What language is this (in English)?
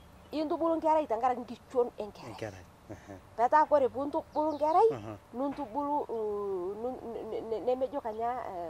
Masai